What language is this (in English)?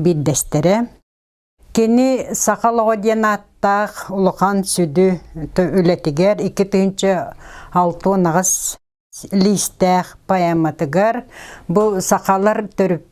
Yakut